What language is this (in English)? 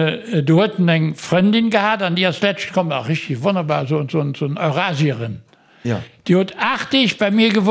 Luxembourgish